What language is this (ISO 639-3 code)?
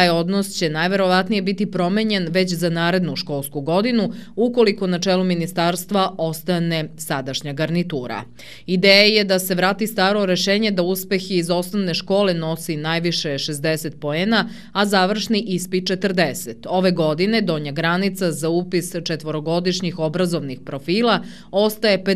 srp